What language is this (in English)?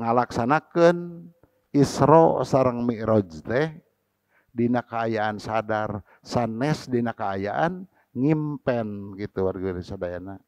Sundanese